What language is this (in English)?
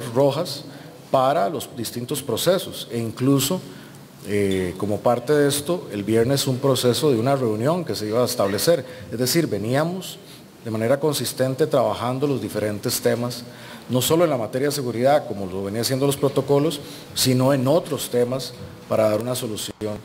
Spanish